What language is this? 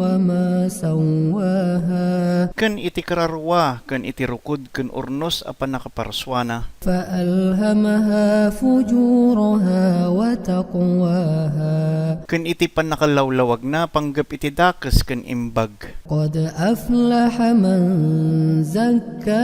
Iloko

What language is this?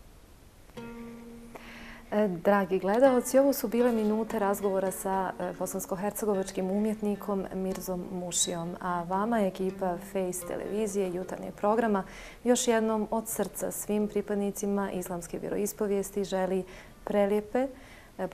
Bosnian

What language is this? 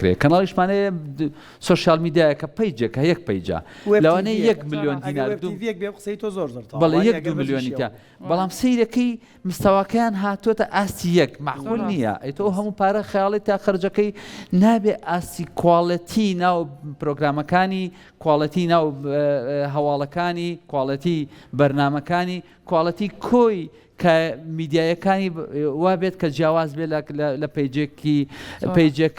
Central Kurdish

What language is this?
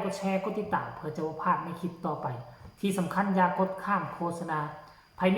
Northeastern Thai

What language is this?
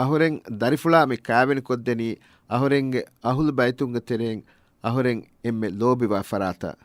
Divehi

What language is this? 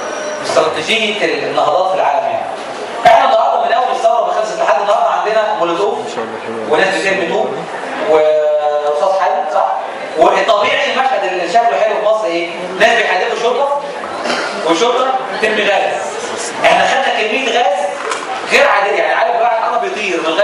Egyptian Arabic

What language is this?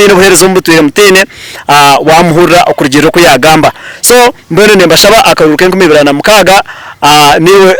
Nyankole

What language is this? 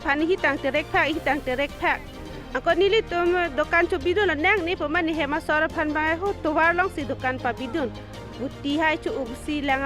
Karbi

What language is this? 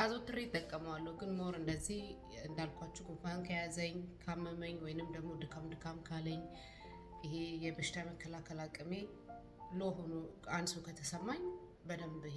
Amharic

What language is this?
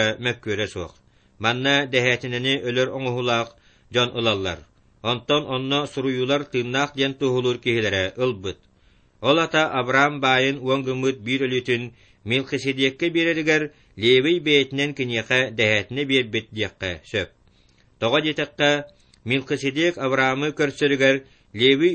Yakut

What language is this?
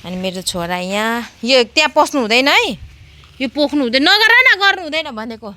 Nepali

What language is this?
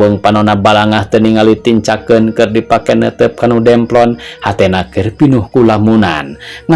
Sundanese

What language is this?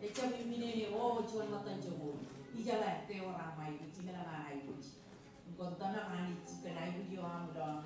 Marshallese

